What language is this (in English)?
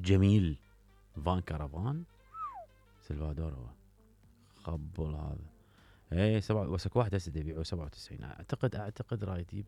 Mesopotamian Arabic